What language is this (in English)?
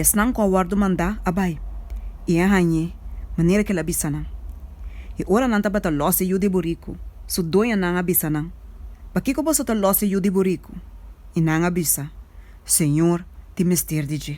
Papiamento